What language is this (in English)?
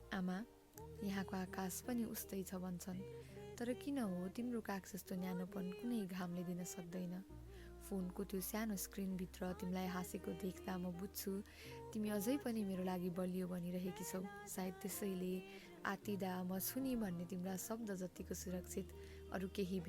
Nepali